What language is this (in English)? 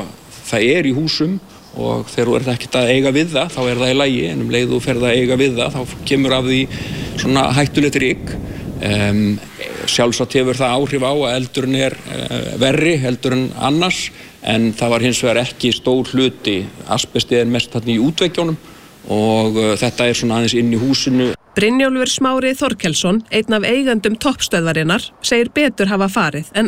Icelandic